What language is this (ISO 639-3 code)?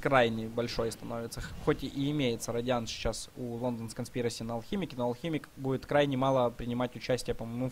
rus